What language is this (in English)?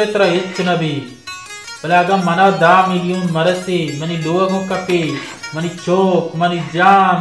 Baluchi